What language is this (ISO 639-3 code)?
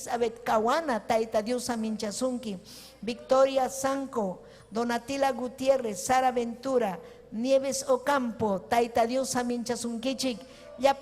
quy